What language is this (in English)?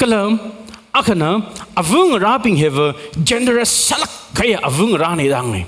Tangkhul Naga (India)